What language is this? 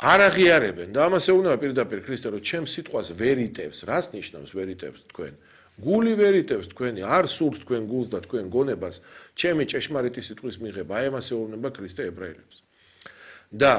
Georgian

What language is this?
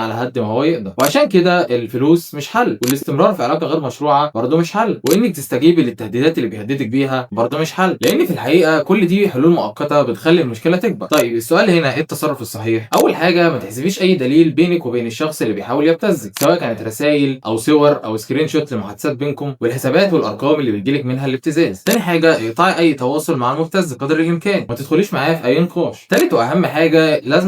Egyptian Arabic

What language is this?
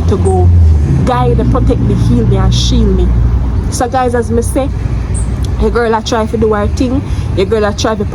Jamaican Creole English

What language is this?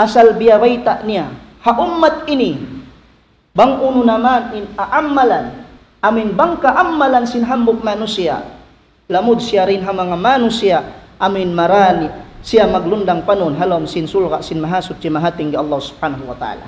Tausug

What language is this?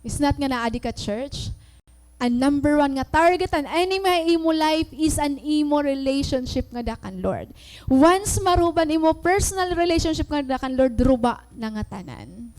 Waray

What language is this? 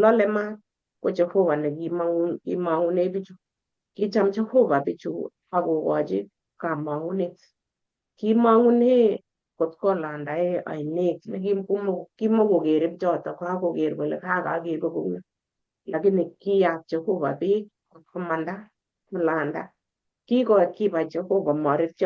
Kalenjin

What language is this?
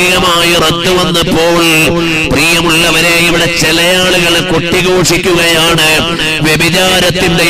Malayalam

